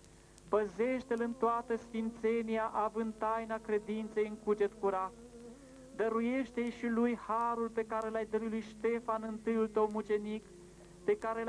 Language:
Romanian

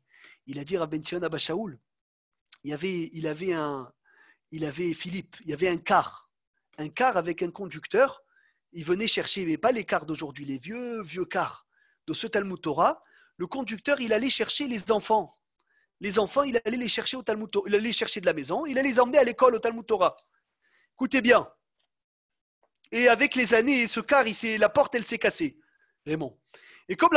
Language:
French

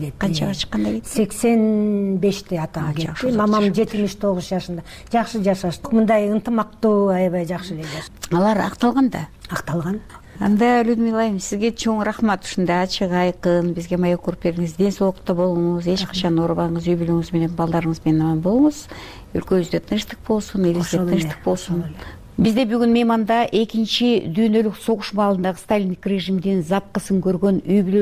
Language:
Kyrgyz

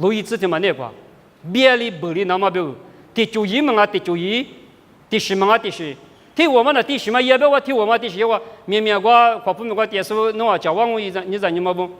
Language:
Lisu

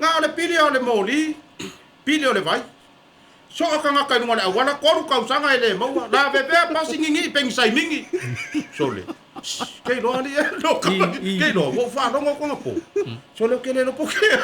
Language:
Samoan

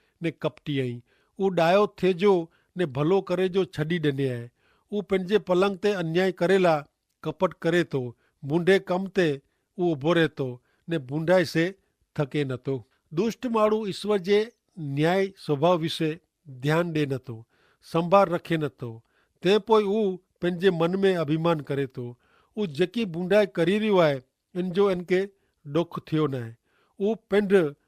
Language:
Kachhi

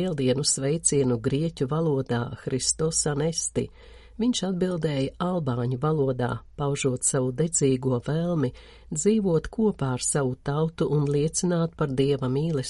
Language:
Latvian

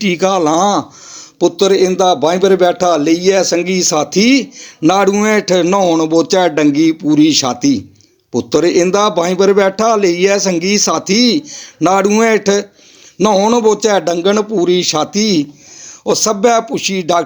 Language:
Dogri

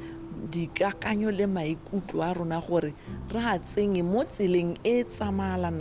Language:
Tswana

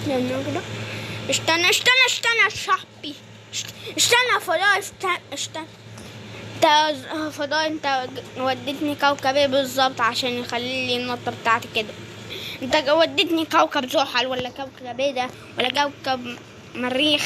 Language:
Egyptian Arabic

